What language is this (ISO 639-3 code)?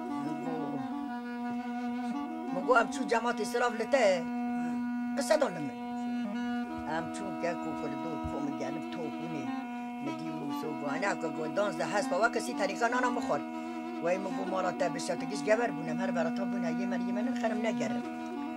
kur